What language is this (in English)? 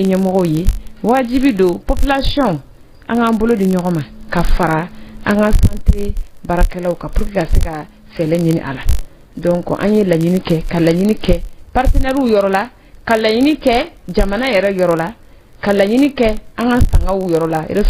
Bambara